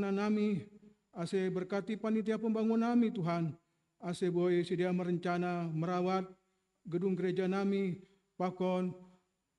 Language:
Batak Simalungun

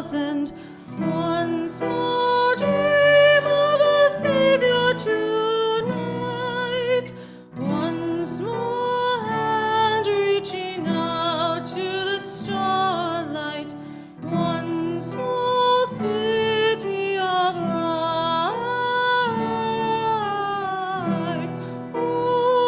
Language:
English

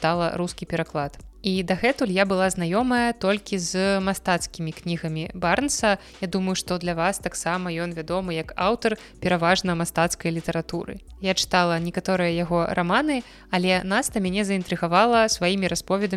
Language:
Belarusian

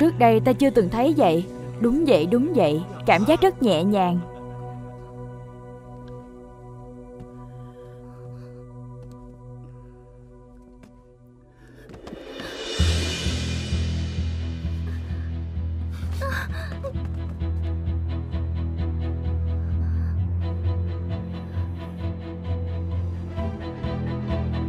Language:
Vietnamese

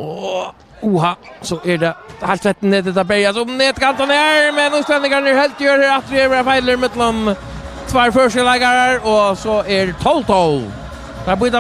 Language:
Faroese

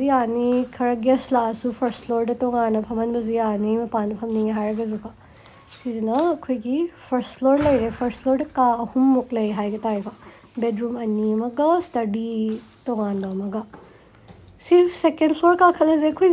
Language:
Manipuri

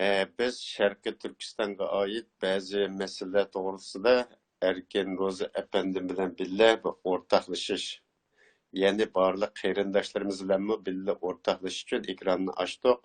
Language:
Uyghur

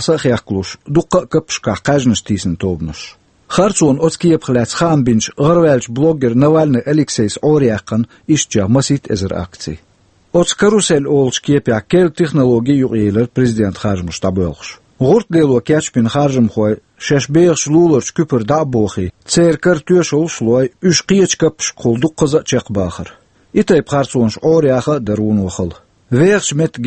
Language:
Chechen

